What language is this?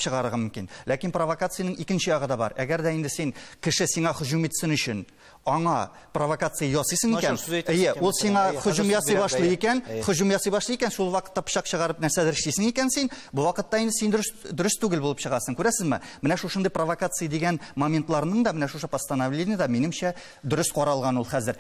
Tatar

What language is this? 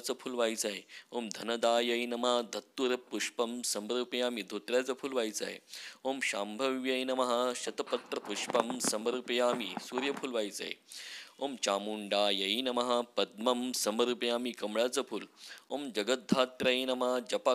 Marathi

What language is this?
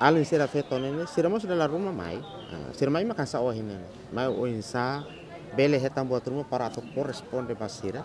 Tetum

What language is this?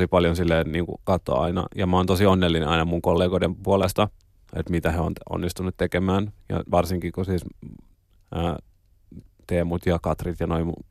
Finnish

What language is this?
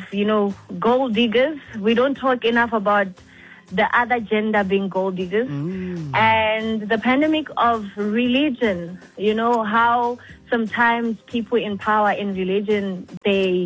English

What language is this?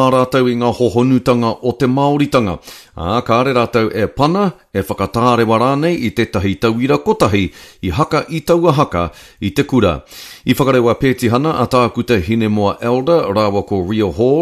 Māori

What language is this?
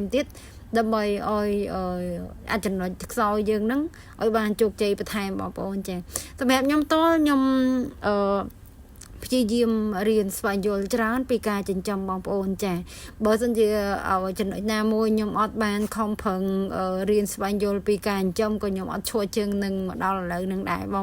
Khmer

